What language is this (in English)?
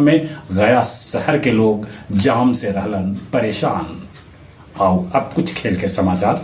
Magahi